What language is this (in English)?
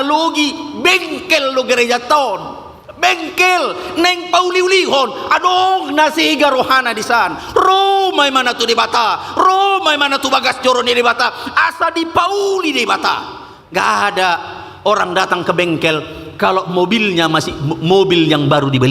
Batak Toba